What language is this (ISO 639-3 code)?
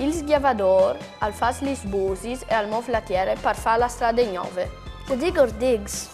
fur